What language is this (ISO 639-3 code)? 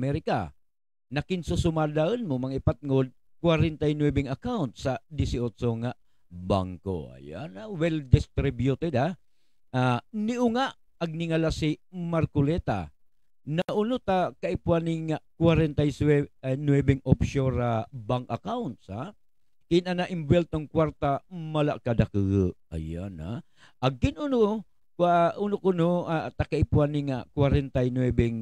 ubl